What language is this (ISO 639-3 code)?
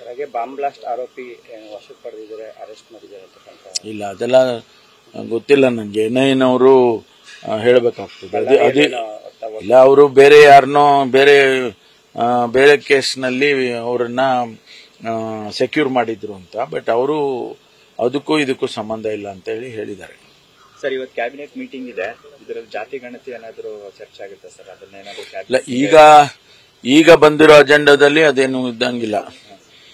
kan